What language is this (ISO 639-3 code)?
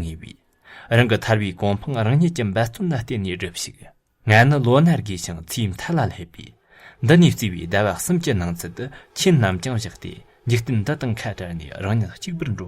bod